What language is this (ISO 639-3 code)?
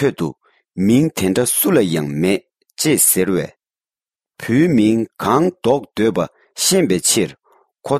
bod